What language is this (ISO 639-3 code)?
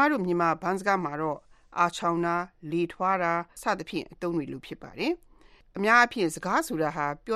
mya